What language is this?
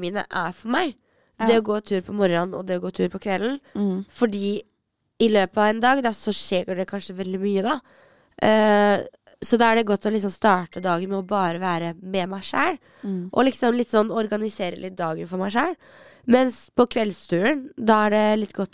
Norwegian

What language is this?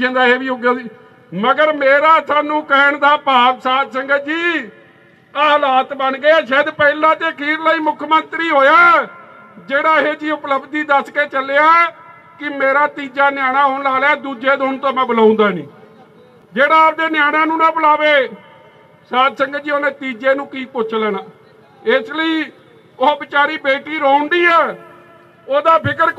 Punjabi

